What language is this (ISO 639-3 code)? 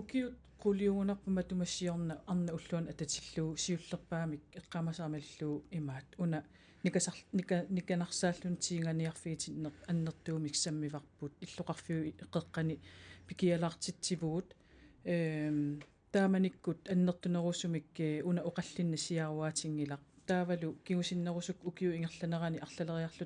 kal